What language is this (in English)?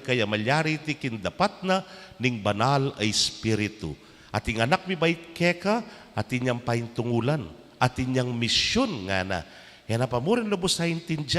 Pampanga